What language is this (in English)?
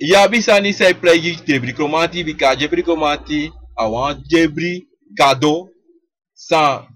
Sranan Tongo